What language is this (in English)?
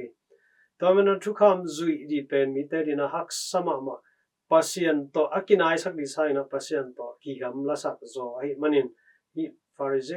Tedim Chin